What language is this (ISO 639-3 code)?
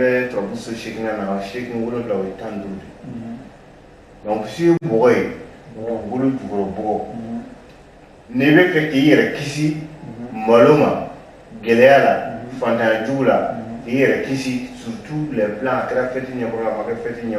bam